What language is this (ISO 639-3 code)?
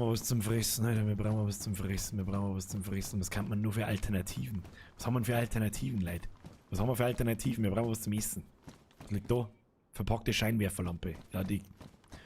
bar